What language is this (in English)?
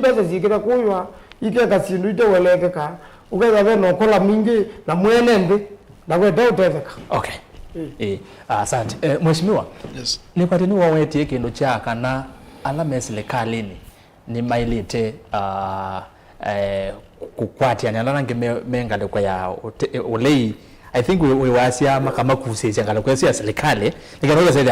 Kamba